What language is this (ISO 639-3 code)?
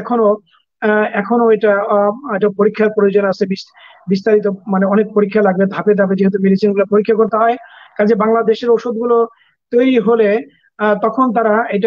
ben